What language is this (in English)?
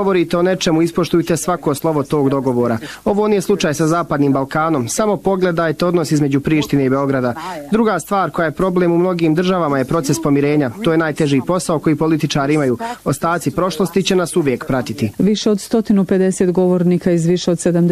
Bosnian